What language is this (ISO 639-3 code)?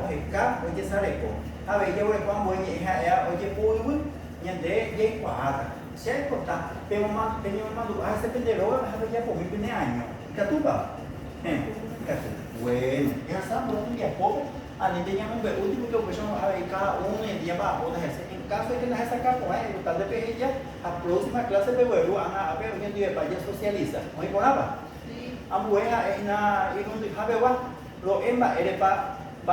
grn